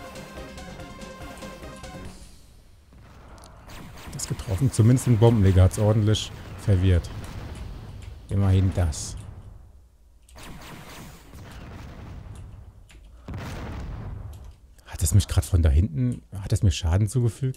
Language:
German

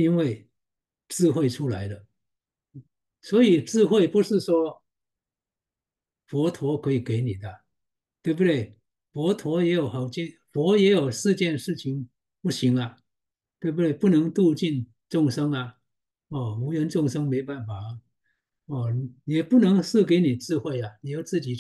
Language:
Chinese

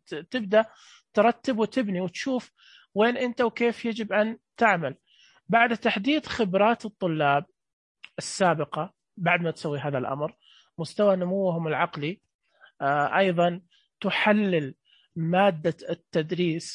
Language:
Najdi Arabic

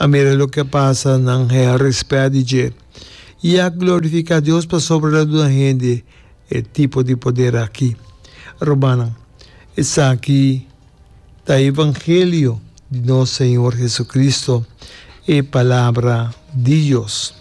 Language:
Papiamento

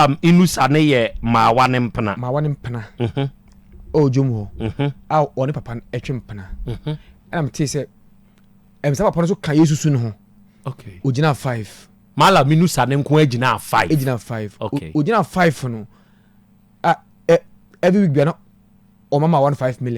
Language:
Akan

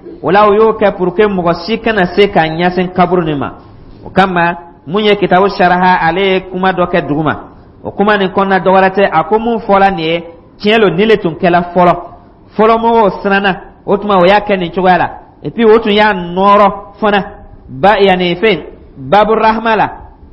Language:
Dyula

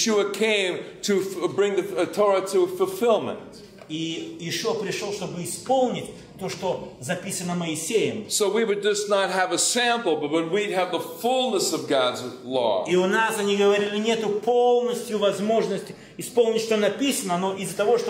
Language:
Russian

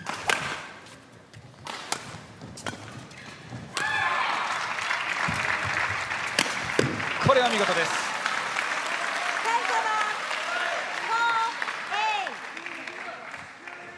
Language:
Japanese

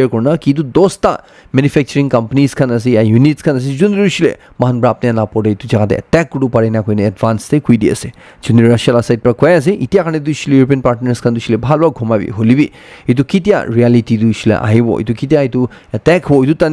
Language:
Naga Pidgin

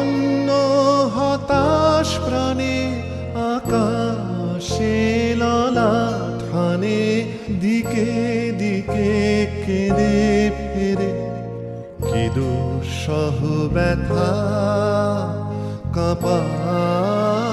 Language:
Bangla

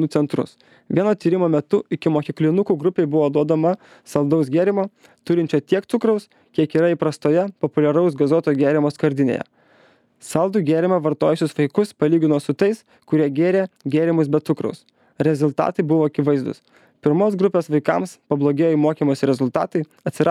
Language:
Lithuanian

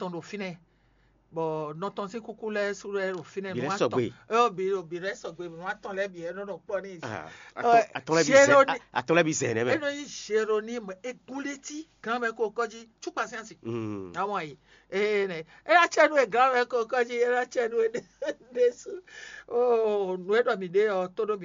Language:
Fon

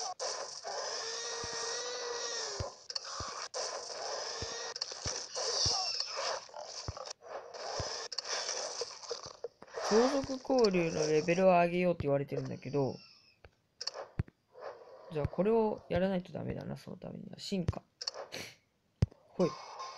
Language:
Japanese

